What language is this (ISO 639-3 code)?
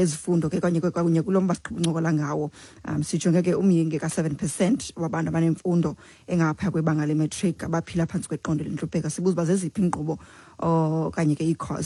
xho